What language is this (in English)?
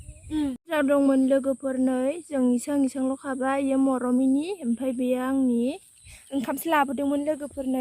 Bodo